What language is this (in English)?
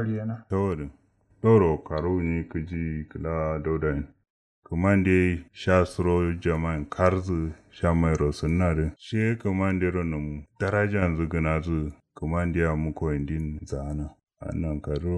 Kanuri